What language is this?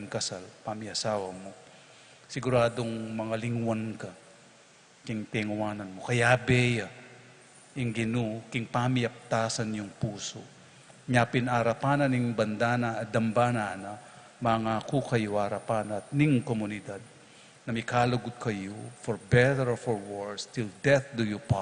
Pampanga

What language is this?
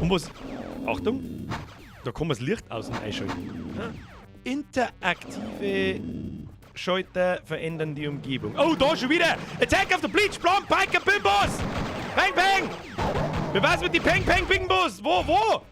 Bavarian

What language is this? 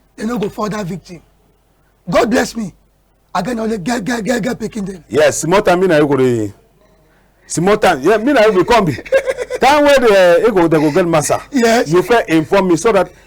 Cameroon Pidgin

